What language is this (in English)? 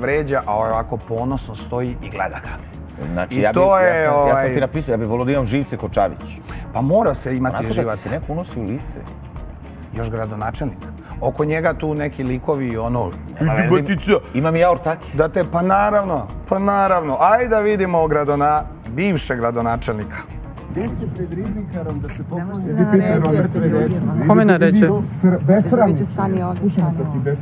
Serbian